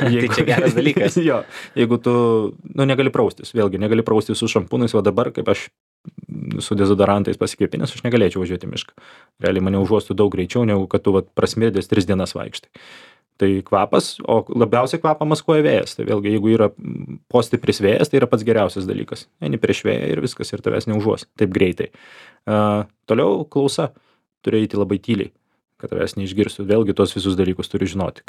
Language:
Lithuanian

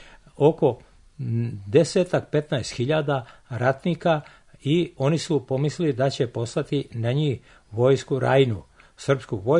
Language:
Serbian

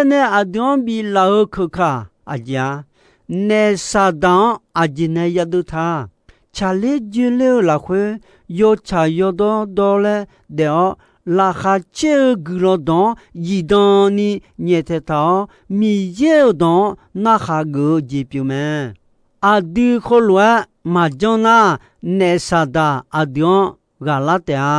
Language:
Akha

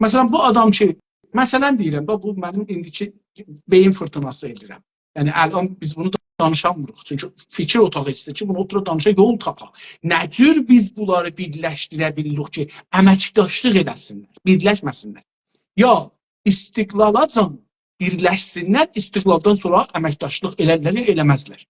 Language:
South Azerbaijani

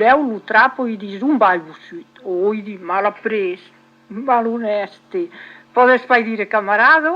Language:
Occitan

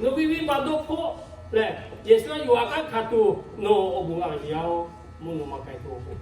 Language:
Lahu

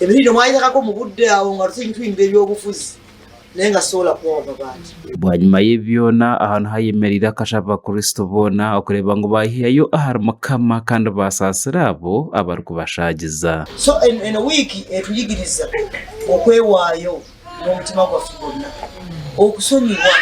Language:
Nyankole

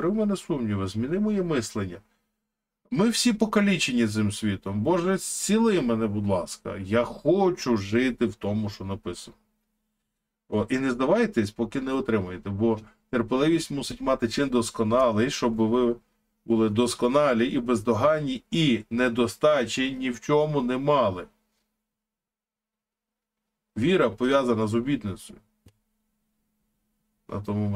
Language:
Ukrainian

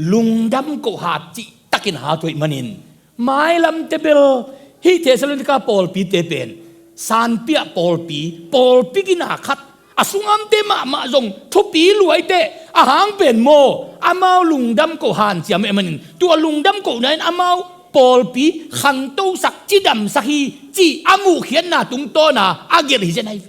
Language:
Tedim Chin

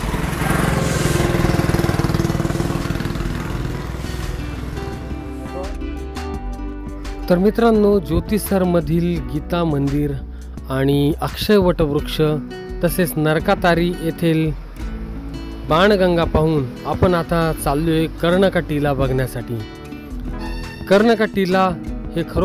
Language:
Marathi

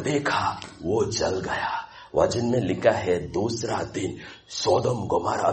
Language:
Hindi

